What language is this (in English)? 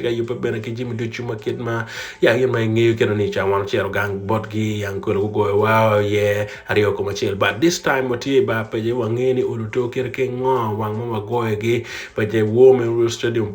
Acoli